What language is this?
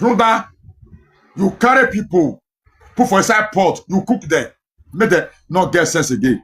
Nigerian Pidgin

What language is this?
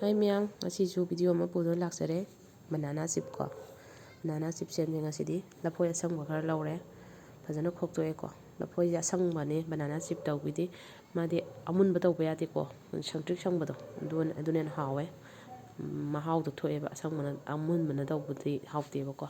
Manipuri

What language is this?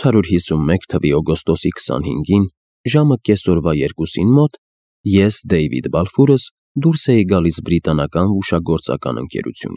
Armenian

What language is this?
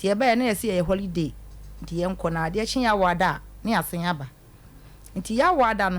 Akan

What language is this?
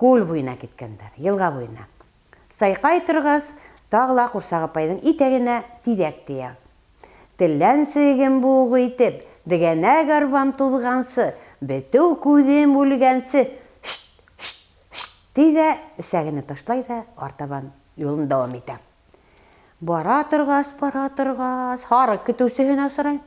Bashkir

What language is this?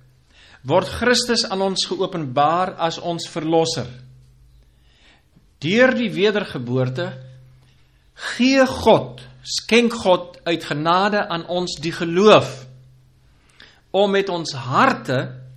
Afrikaans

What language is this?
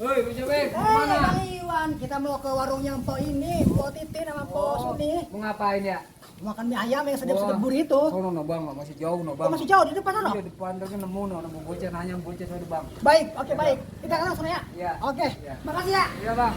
Betawi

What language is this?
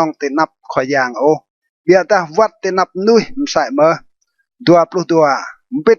Rade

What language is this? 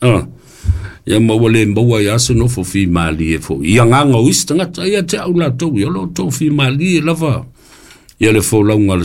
Samoan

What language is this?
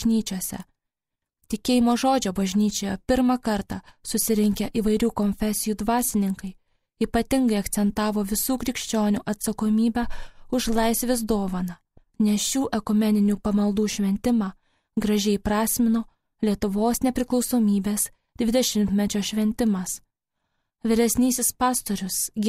Lithuanian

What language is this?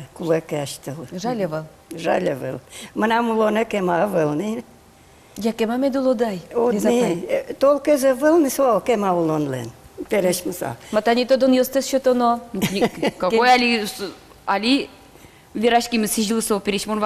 Udmurt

